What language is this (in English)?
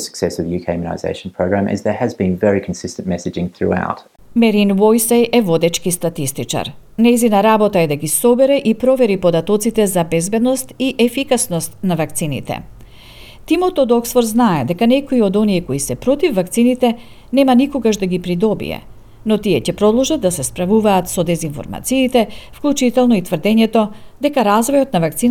Macedonian